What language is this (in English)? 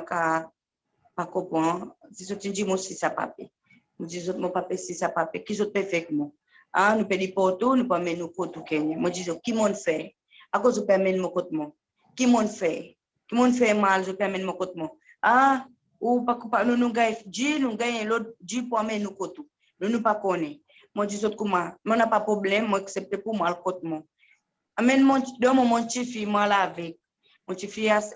Seselwa Creole French